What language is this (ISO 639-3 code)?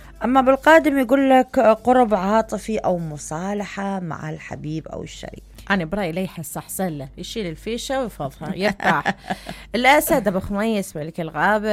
acm